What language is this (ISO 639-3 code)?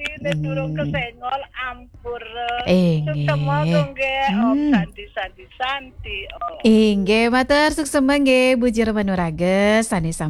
ban